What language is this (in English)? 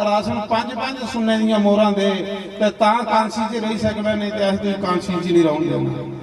Dogri